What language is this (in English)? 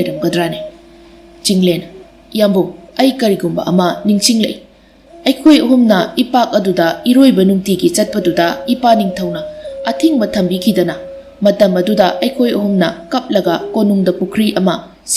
Manipuri